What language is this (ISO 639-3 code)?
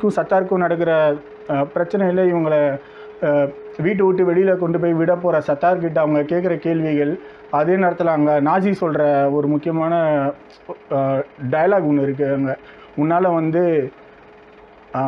tam